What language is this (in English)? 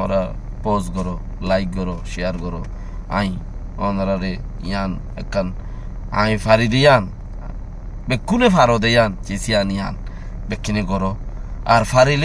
Rohingya